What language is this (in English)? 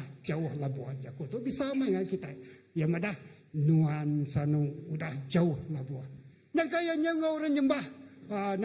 Iban